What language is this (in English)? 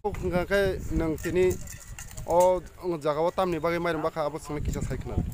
Kok Borok